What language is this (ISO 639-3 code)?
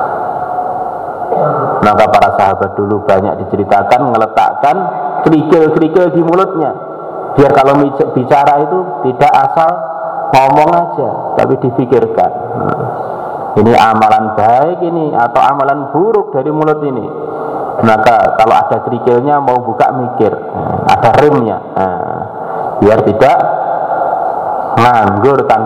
ind